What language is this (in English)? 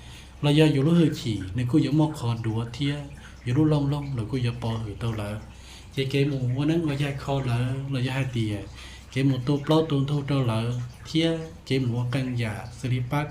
Hmong